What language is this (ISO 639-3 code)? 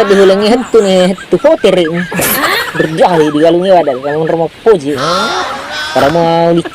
bug